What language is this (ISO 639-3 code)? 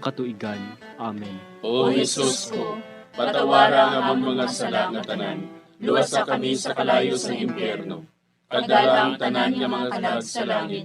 hil